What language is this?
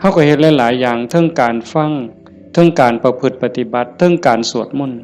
Northeastern Thai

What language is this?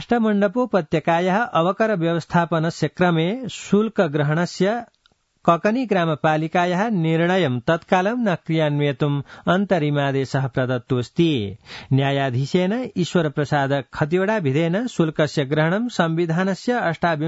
Sanskrit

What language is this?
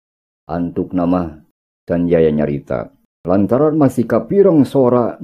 Sundanese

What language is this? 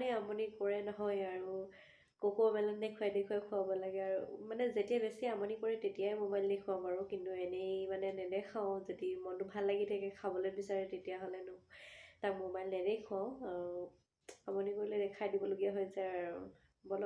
Assamese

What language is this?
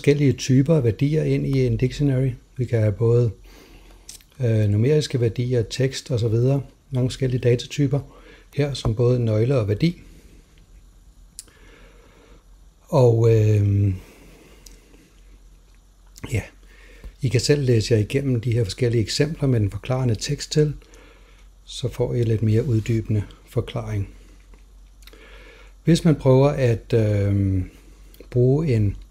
Danish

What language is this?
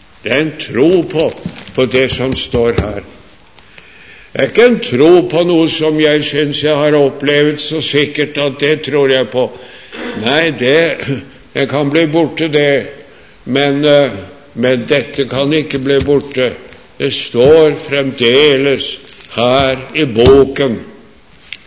Norwegian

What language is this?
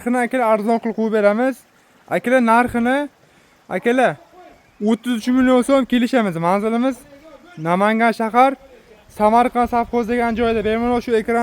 Uzbek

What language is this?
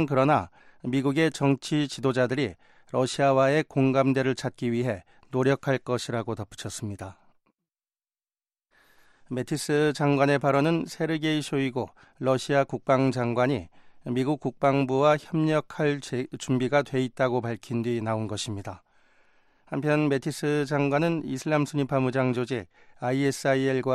Korean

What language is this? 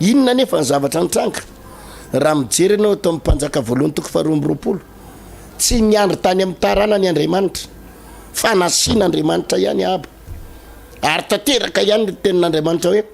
Malagasy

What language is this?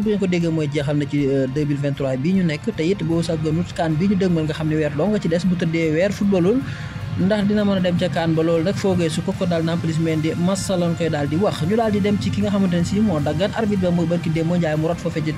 Wolof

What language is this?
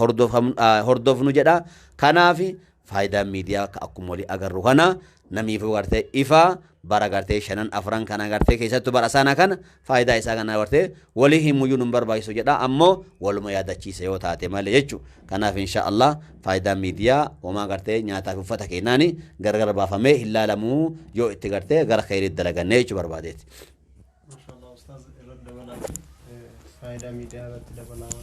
Oromo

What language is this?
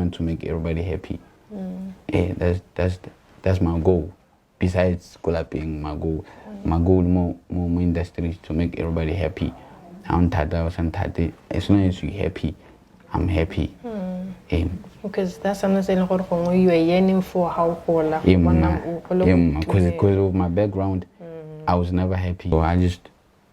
Tswana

